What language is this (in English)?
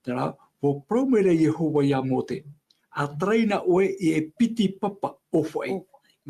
Tahitian